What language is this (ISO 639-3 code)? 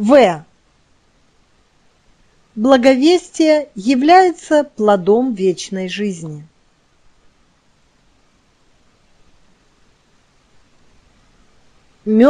rus